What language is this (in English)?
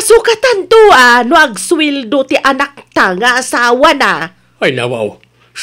Iloko